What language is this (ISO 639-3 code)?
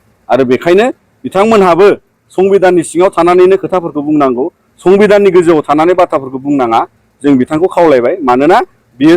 brx